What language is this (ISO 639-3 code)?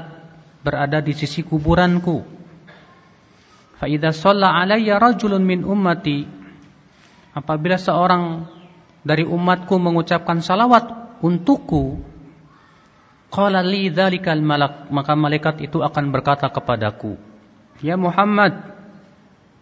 ind